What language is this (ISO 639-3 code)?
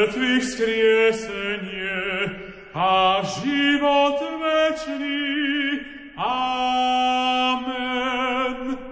slk